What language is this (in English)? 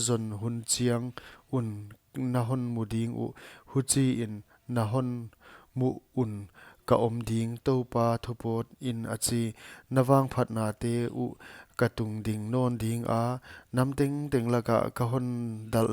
Paite Chin